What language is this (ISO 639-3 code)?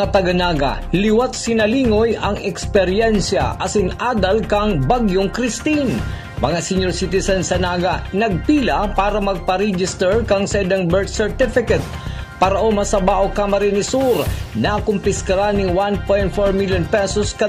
bik